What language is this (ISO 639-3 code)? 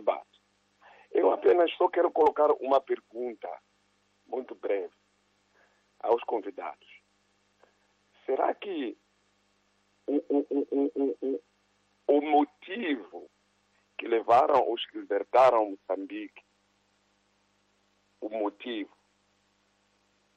por